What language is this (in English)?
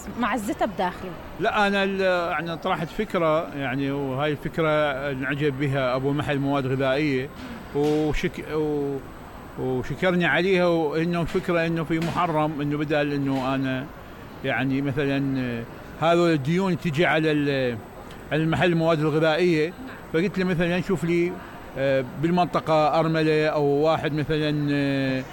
Mesopotamian Arabic